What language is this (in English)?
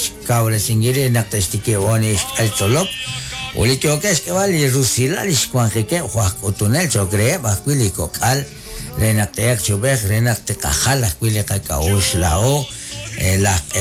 Kekchí